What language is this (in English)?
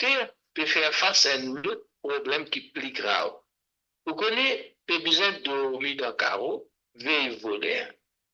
Morisyen